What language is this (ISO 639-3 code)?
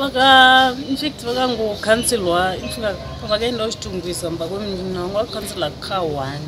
sna